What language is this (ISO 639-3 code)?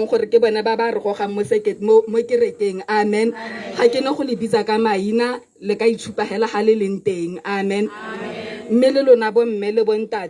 tsn